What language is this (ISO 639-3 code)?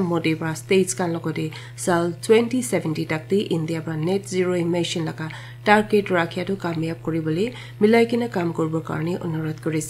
nag